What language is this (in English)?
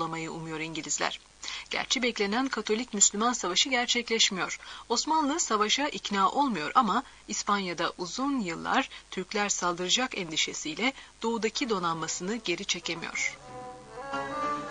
Turkish